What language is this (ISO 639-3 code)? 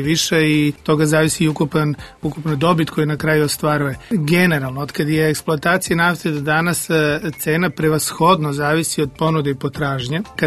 srp